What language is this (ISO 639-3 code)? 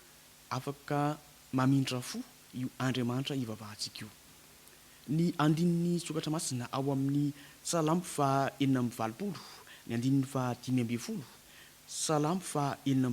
mlg